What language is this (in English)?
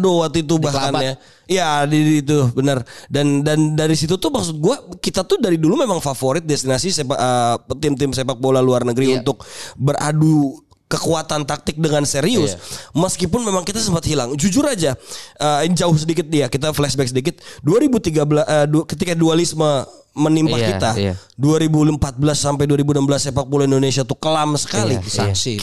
Indonesian